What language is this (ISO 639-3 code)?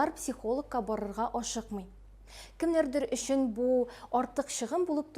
tat